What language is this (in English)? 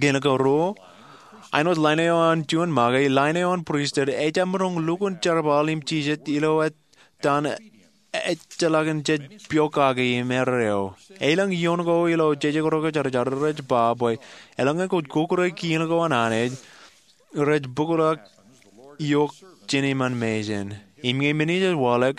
Marshallese